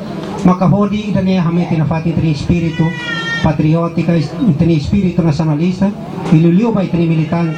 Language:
Tetum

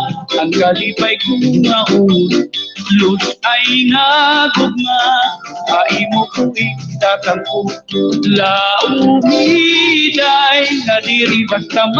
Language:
Waray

